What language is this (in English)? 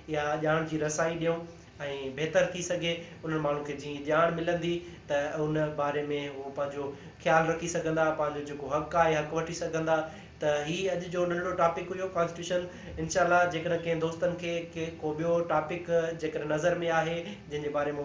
Sindhi